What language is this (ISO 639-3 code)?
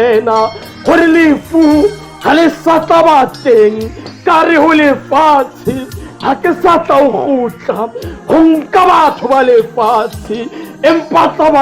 sot